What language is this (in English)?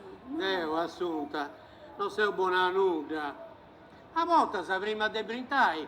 Sardinian